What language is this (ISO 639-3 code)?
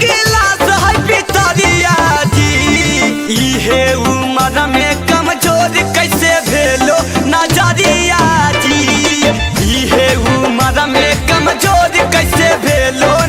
mag